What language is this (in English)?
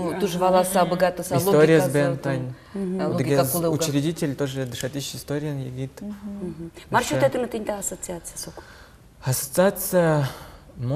Udmurt